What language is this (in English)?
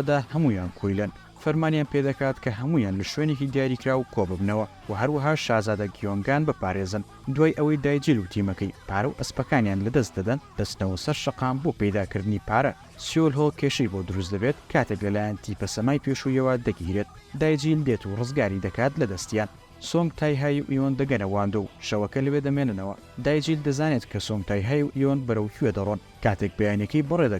Central Kurdish